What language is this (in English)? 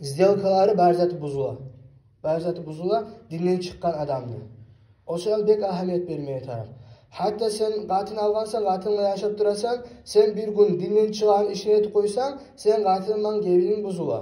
Kumyk